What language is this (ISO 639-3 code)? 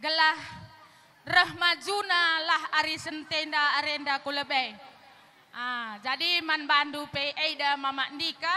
btx